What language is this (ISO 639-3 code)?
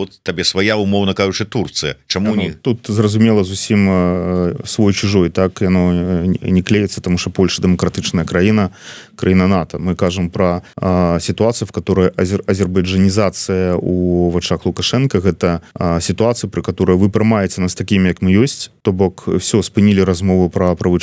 bel